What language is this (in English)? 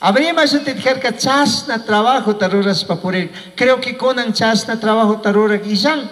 Chimborazo Highland Quichua